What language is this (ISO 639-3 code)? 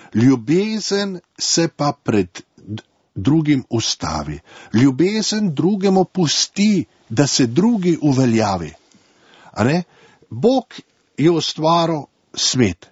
slv